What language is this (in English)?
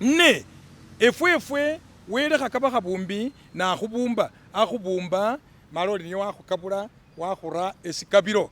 Masaaba